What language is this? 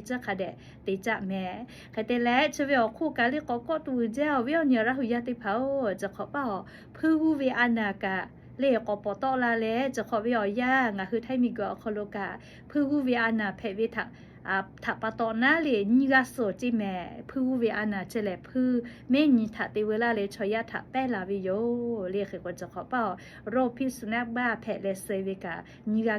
Lahu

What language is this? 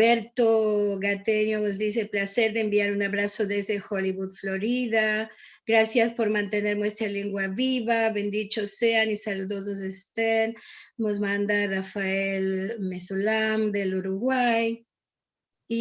Ladino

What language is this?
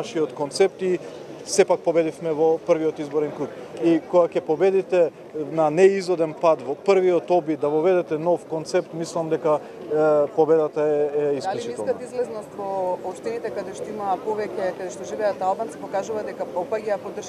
Macedonian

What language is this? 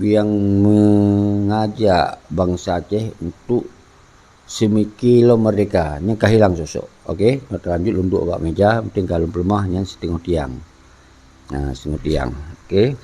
Achinese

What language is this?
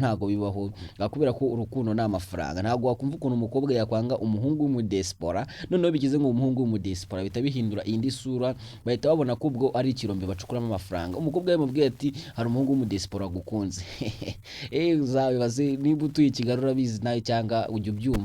Kinyarwanda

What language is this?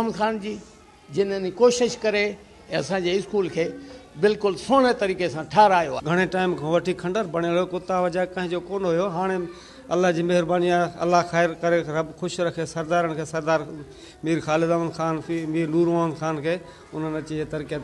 Sindhi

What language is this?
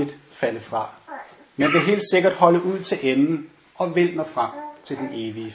Danish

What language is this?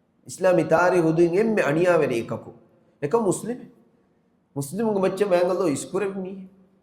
Divehi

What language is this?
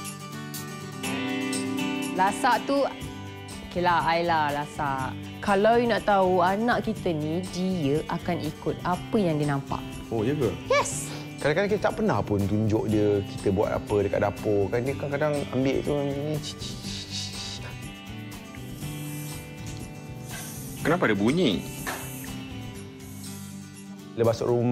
Malay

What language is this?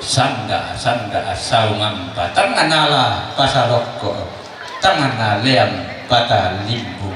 Toraja-Sa'dan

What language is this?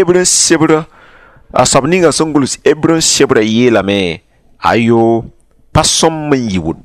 Mossi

